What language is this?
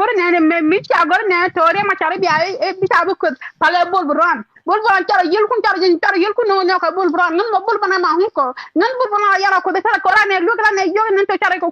Nuer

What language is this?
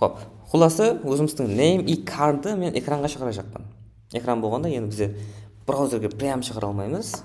Kara-Kalpak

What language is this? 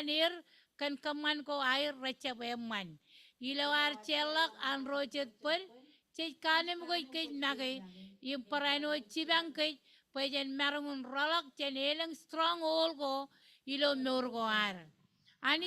Marshallese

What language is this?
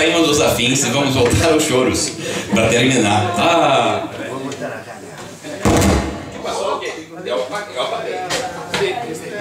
Portuguese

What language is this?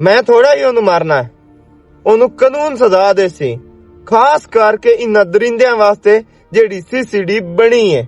Western Panjabi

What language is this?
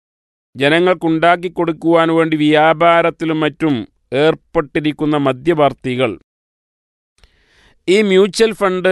Malayalam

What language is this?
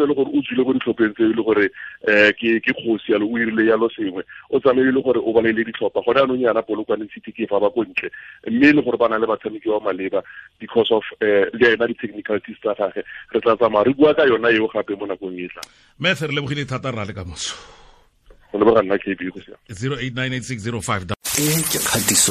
Tswana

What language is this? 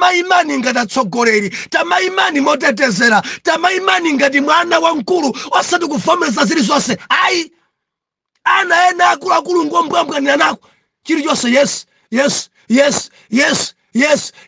Nyanja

